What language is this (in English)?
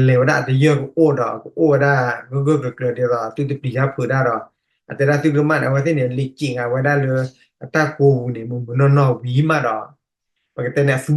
S'gaw Karen